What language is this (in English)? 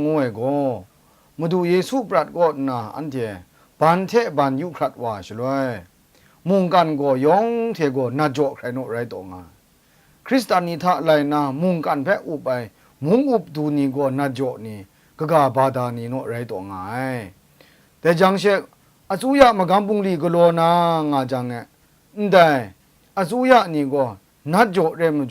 Kachin